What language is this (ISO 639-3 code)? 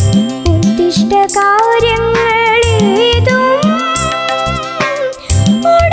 mal